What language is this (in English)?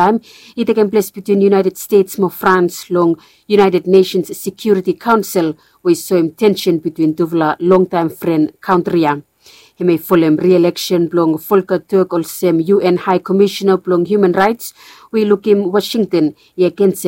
Bislama